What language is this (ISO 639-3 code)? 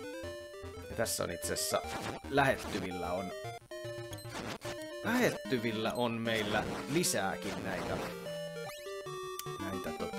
fin